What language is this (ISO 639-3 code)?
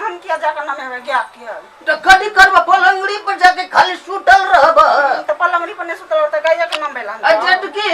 mai